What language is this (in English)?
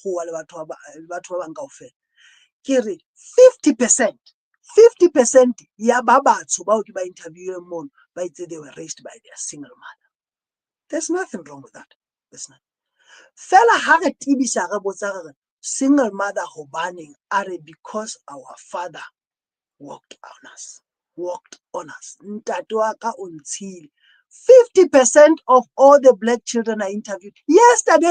Southern Sotho